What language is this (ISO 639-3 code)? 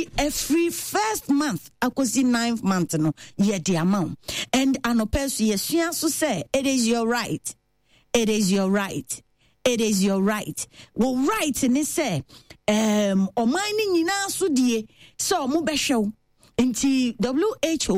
aka